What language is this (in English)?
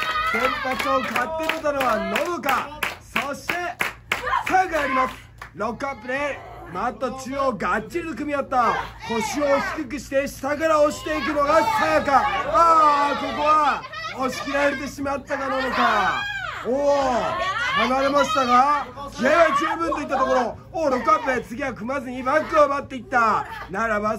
Japanese